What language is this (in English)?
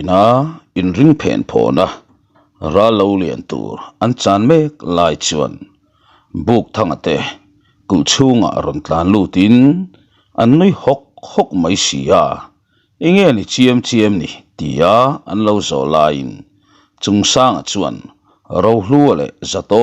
Mizo